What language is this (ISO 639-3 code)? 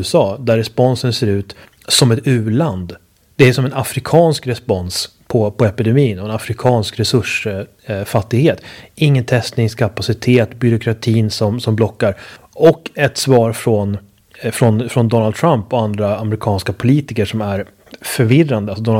swe